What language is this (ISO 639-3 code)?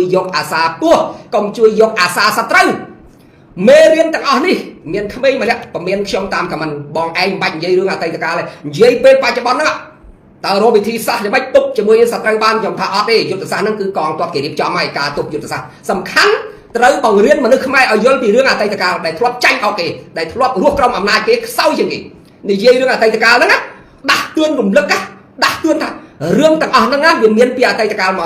khm